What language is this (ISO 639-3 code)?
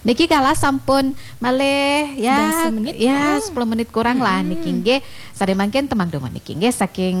ban